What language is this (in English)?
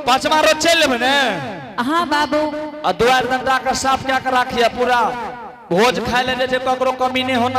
Angika